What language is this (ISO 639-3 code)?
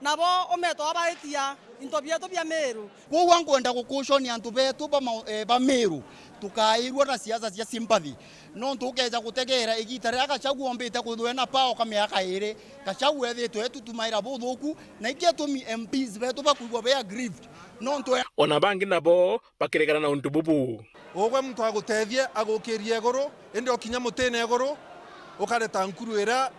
mer